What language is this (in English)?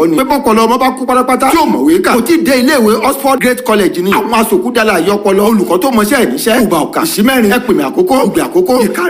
Yoruba